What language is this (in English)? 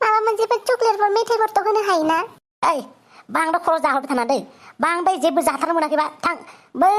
Bodo